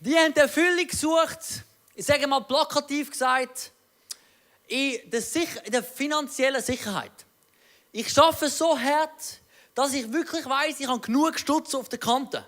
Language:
Swiss German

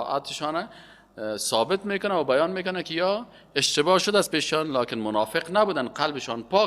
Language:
Persian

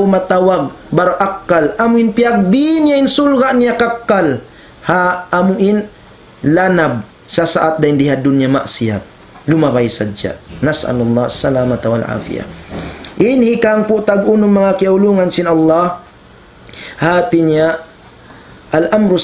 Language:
Tausug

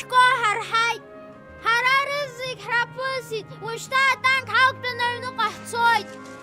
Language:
Abkhazian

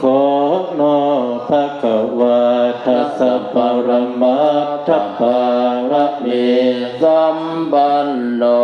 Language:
Pali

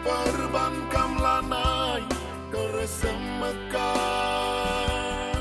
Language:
Batak Karo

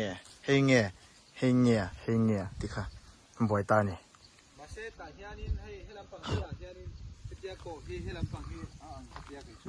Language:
Mizo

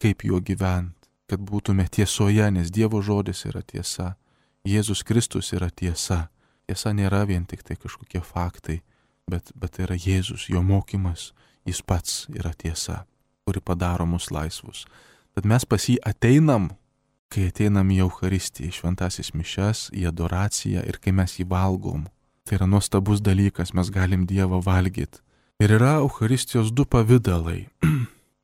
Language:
Lithuanian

